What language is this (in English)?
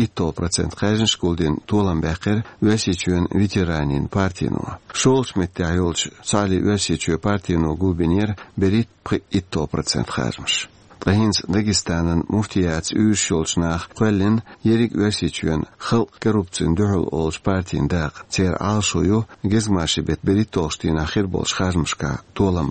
Chechen